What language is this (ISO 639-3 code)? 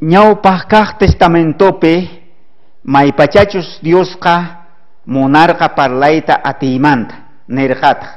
quh